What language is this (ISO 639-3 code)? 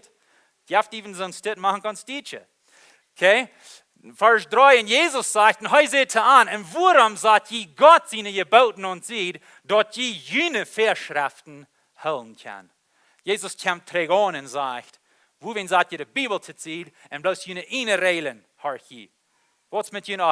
pdt